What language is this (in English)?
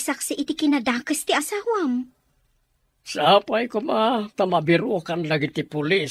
Iloko